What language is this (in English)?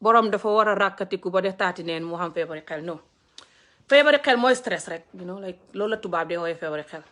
Wolof